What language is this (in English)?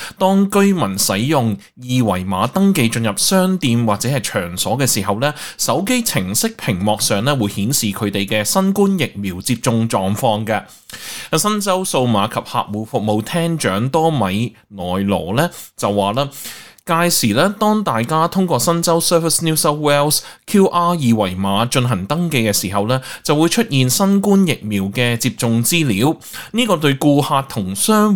Cantonese